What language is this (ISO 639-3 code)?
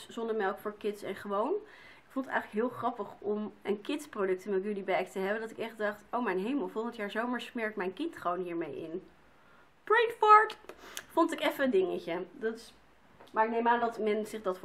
nld